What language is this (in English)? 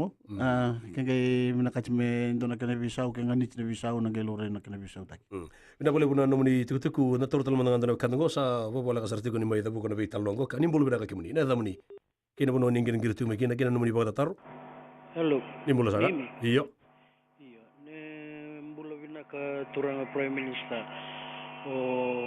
Fijian